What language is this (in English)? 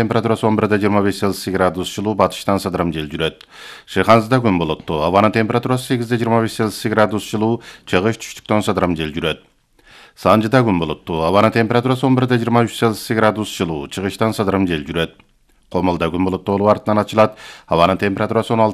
Kyrgyz